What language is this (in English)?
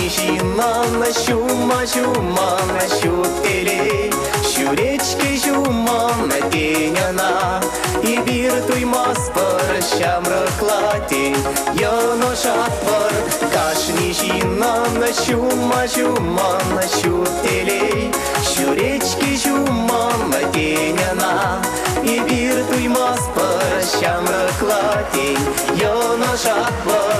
Chuvash